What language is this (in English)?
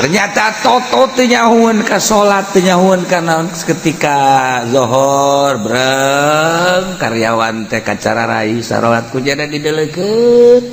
Sundanese